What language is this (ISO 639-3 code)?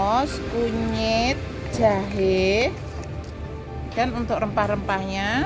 ind